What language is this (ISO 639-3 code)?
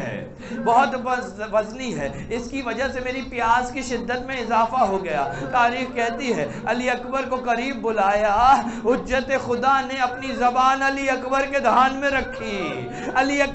urd